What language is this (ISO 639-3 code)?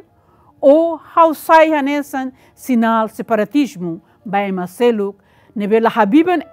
tet